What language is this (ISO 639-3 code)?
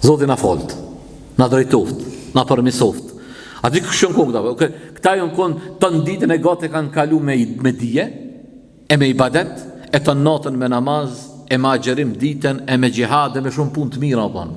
sqi